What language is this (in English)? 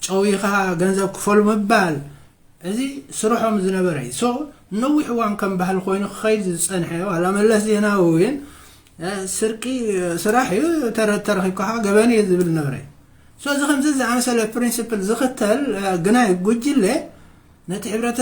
Tigrinya